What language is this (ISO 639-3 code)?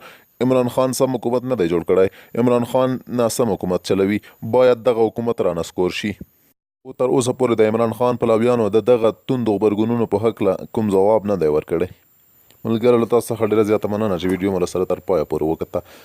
pus